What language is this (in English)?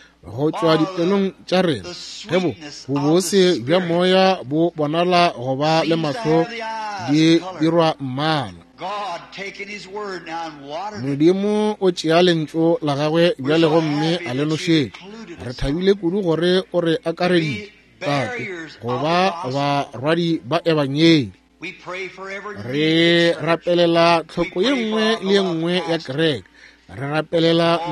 Northern Sotho